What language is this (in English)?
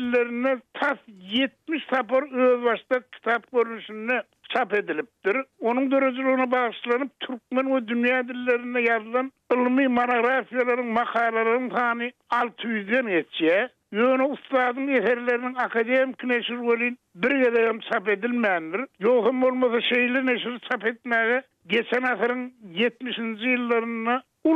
Turkmen